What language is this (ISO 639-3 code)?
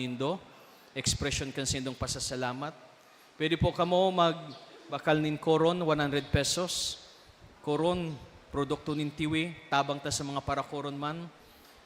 bik